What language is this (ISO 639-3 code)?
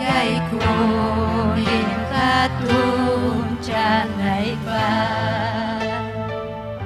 quy